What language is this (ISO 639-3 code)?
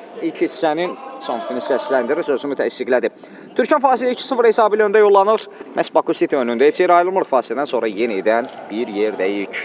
aze